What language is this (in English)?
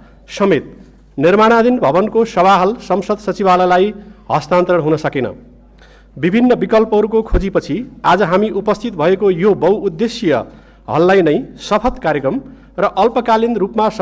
Nepali